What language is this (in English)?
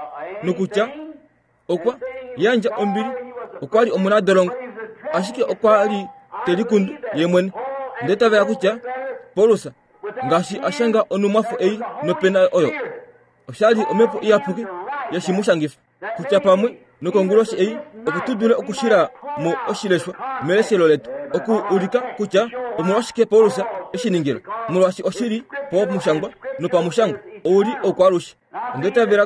Kuanyama